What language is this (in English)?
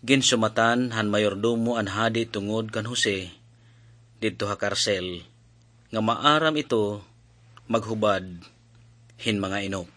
Waray